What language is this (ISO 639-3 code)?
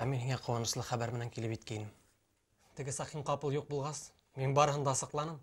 bak